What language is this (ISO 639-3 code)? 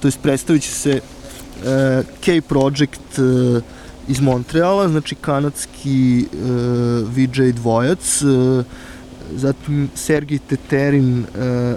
srp